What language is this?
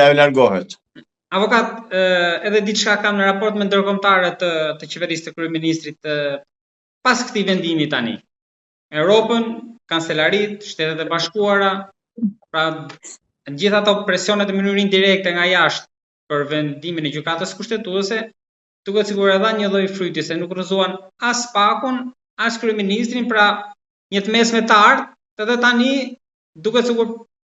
Albanian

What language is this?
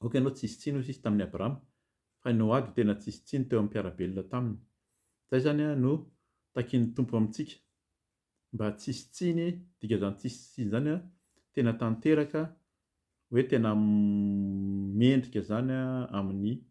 Malagasy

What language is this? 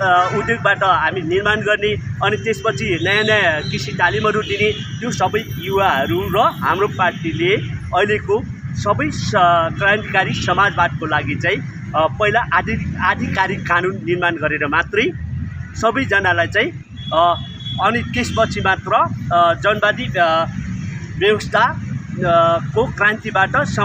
Nepali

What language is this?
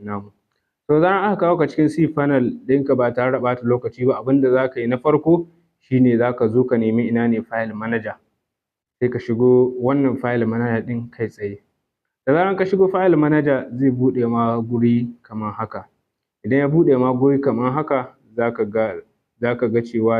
Hausa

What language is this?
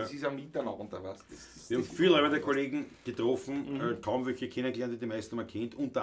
Bavarian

